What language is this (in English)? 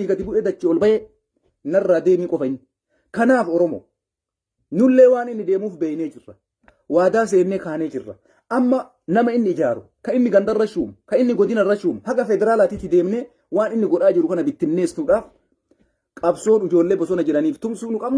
Oromo